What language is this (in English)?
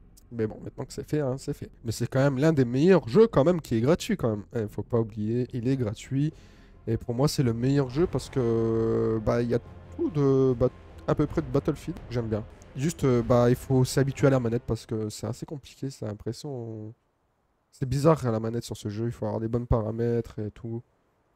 French